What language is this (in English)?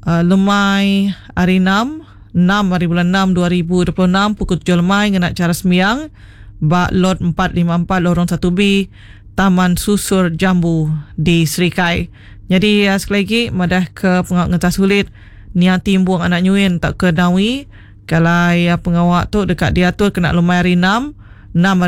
Iban